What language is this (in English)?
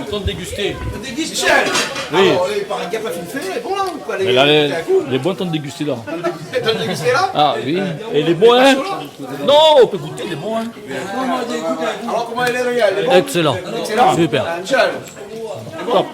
Réunion Creole French